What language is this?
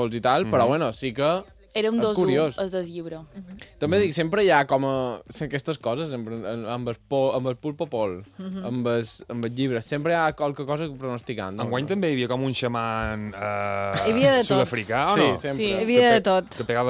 Catalan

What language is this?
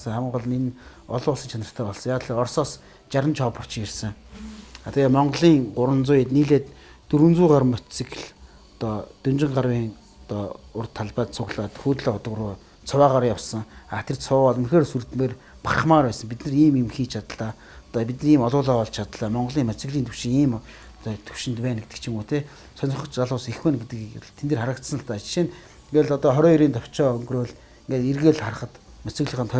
Mongolian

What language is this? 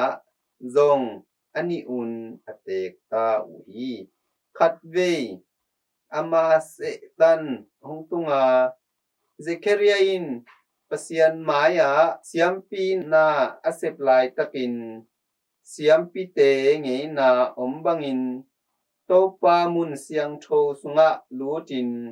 Tedim Chin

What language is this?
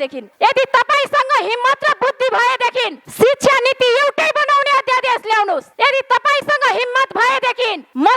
Nepali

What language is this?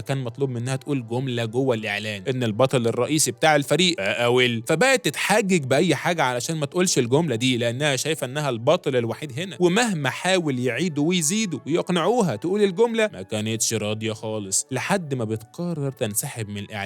Egyptian Arabic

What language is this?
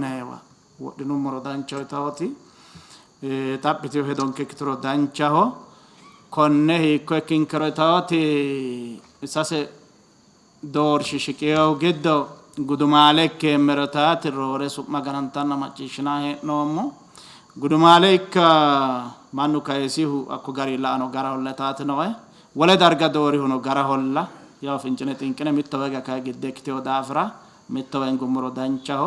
Sidamo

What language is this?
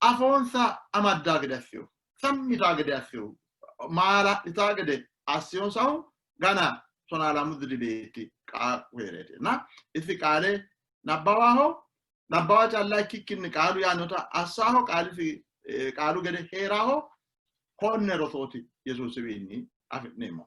Sidamo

